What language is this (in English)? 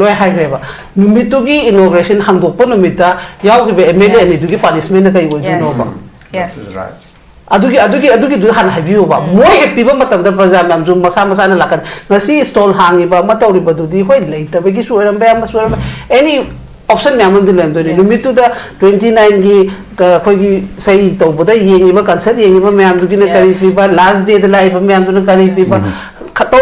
Manipuri